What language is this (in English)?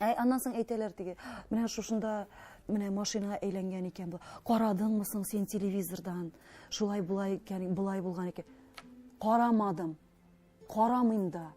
Tatar